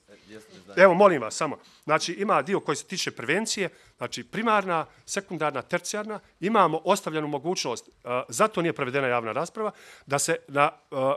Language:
Bosnian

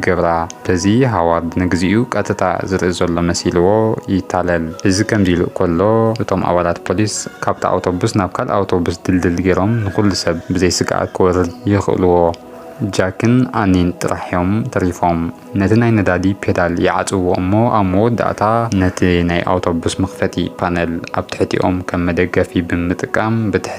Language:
Tigrinya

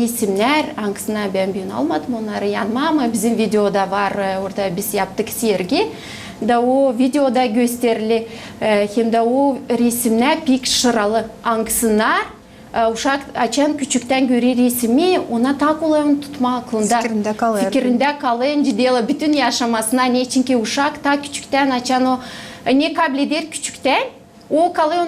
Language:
Gagauz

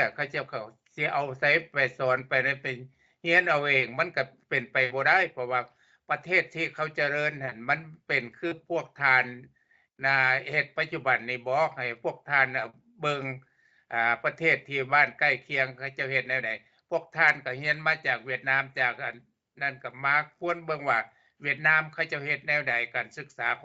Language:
Lao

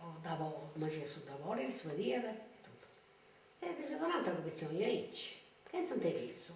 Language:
Sardinian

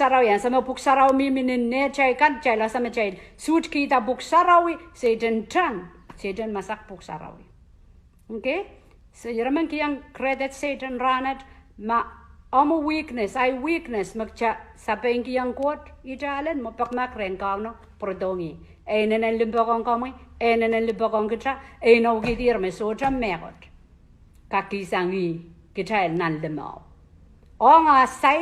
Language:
Pohnpeian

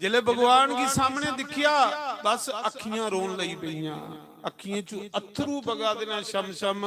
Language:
Dogri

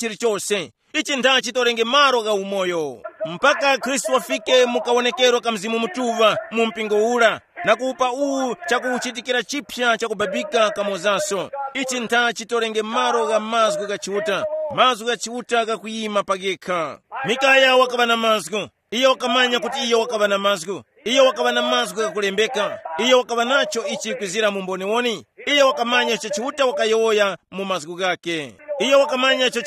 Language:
Tumbuka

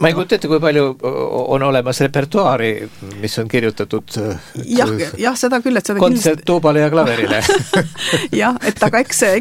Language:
Estonian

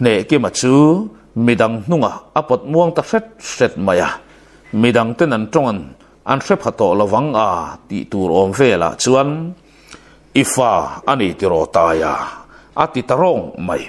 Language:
Mizo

